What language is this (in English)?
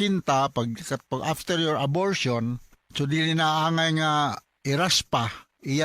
Cebuano